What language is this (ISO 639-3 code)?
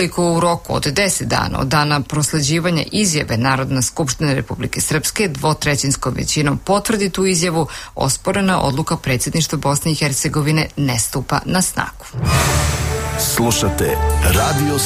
srp